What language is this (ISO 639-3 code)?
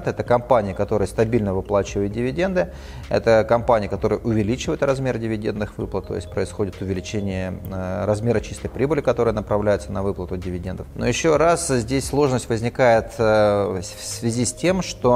rus